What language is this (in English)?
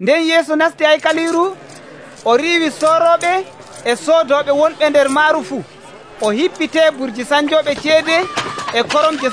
Nigerian Fulfulde